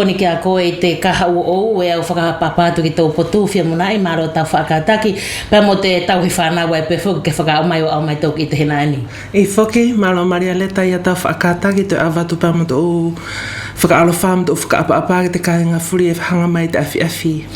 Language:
Wallisian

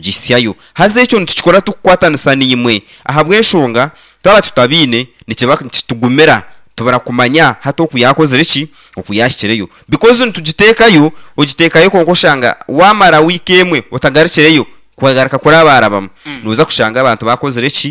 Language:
Nyankole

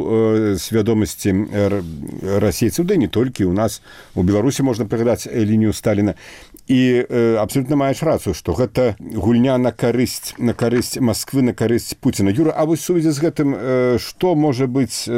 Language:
Belarusian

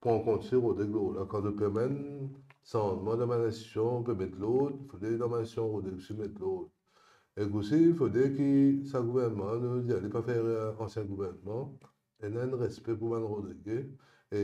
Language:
Morisyen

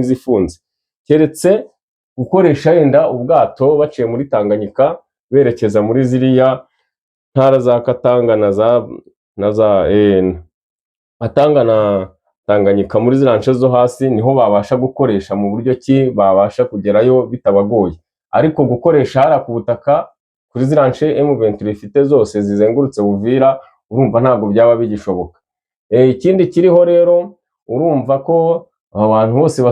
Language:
Kinyarwanda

